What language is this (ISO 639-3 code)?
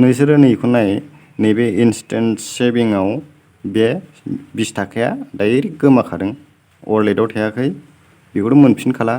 brx